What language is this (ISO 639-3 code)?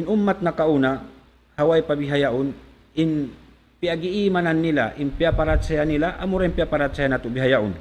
tsg